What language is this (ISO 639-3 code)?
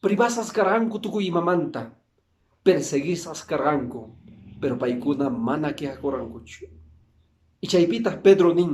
que